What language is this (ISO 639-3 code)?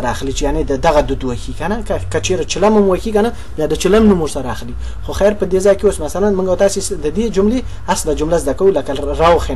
pus